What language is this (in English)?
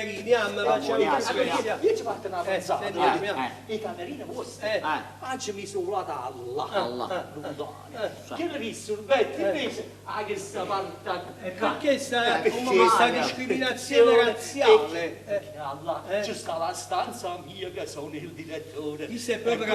Neapolitan